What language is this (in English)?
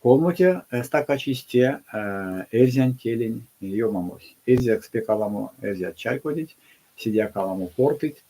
Erzya